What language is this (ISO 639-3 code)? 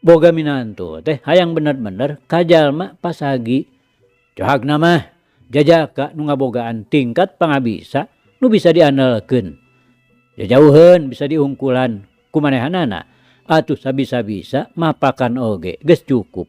sun